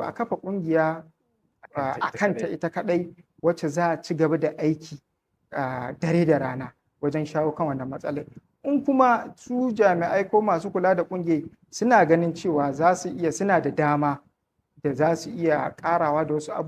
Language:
Hausa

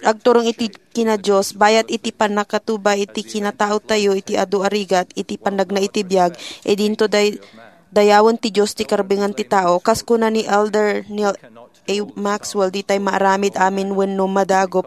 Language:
Iloko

